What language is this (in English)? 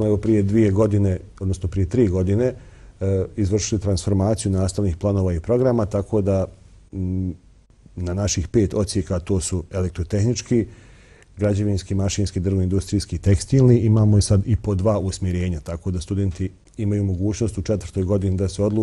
Bosnian